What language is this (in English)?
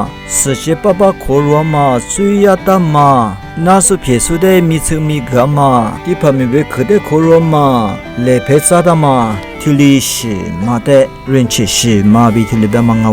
Lisu